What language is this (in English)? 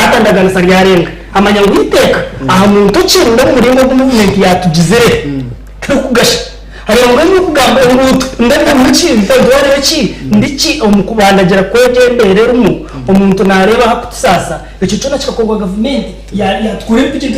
Nyankole